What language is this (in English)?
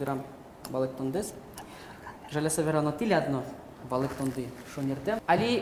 Udmurt